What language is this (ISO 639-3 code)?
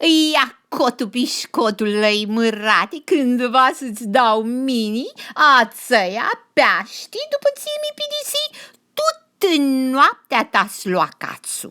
rup